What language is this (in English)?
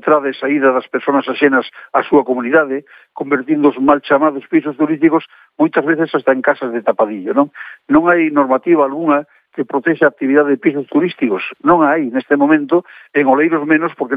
Galician